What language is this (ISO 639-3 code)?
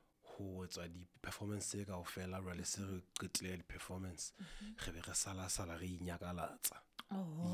sot